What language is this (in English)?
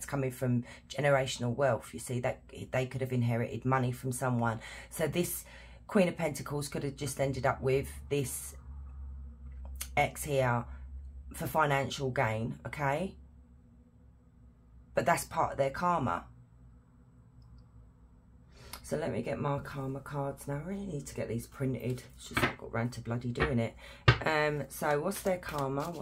English